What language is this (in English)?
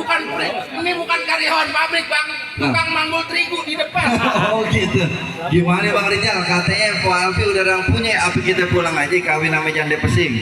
Betawi